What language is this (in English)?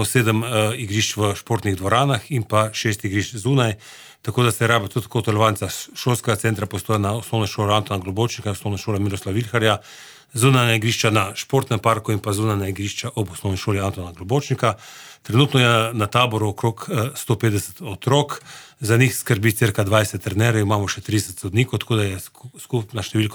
Slovenian